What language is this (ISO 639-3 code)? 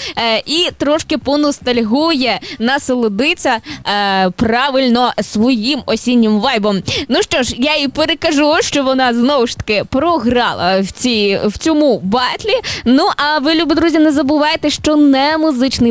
ukr